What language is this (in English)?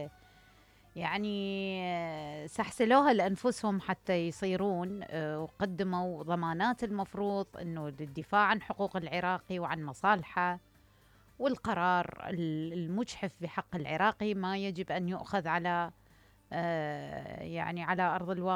Mesopotamian Arabic